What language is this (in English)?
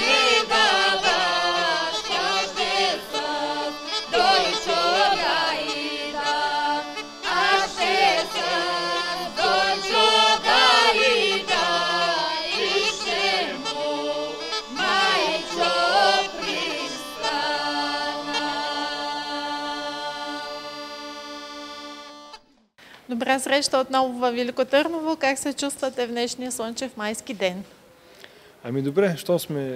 Bulgarian